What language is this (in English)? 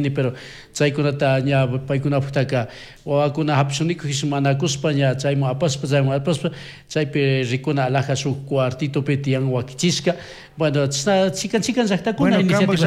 Chimborazo Highland Quichua